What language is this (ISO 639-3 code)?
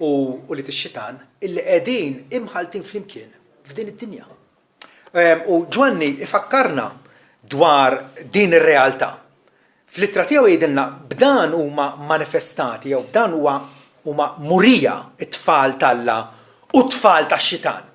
mlt